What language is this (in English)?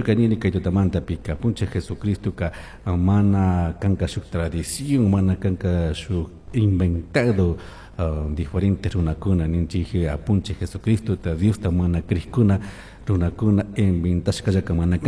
Chimborazo Highland Quichua